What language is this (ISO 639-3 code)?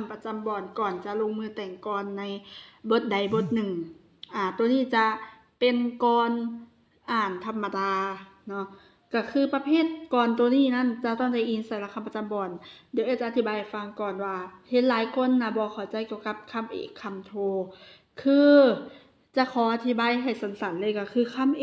lao